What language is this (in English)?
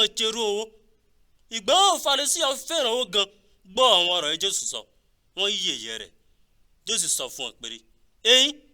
Yoruba